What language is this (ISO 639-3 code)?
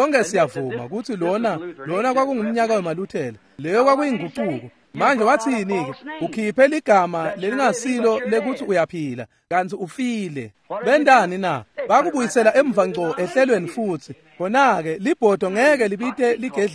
ssw